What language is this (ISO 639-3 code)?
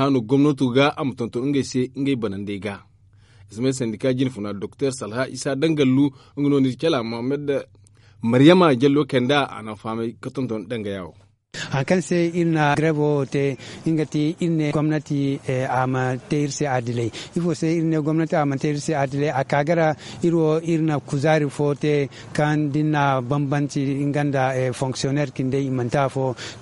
dje